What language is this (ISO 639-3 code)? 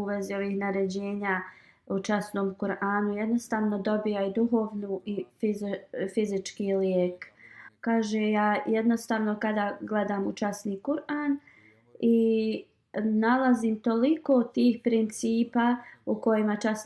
bos